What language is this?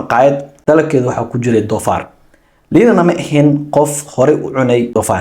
Somali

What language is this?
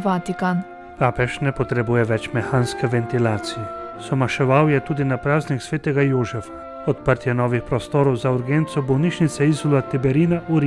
Slovenian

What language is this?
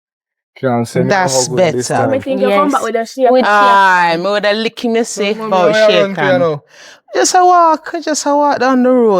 Jamaican Creole English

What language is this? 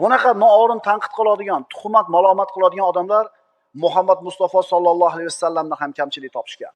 Uzbek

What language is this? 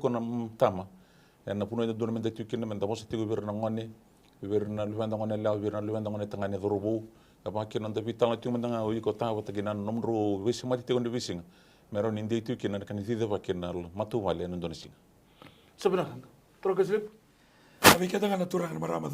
Fijian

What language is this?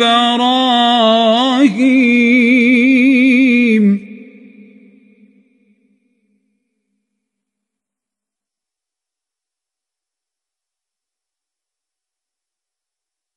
Arabic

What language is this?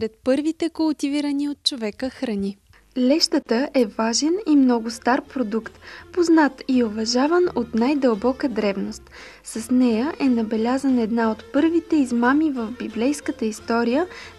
Bulgarian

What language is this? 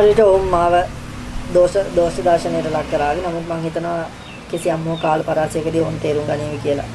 Sinhala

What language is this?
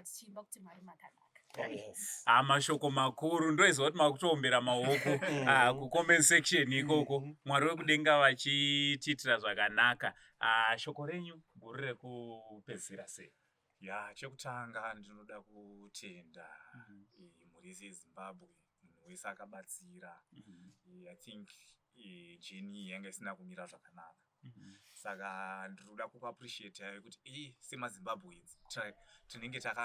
Shona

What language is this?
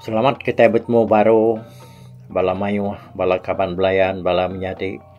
Iban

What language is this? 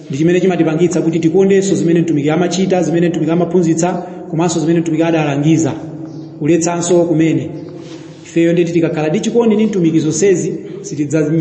Nyanja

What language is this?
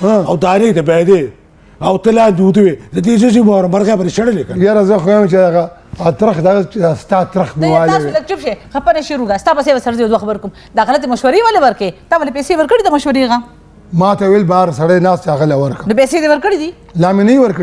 Pashto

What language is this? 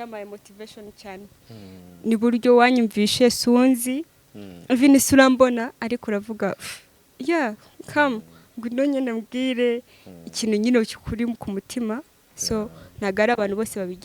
Kinyarwanda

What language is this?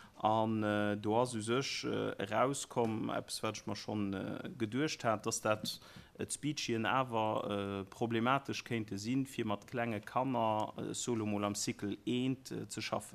Luxembourgish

